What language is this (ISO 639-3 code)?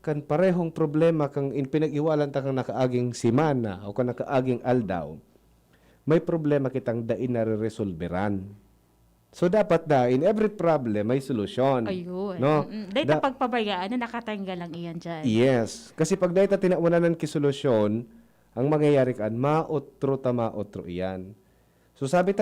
bik